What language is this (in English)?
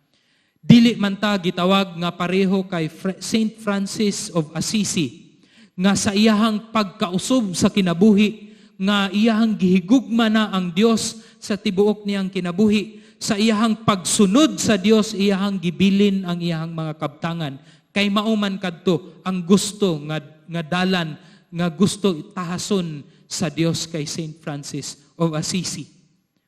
Cebuano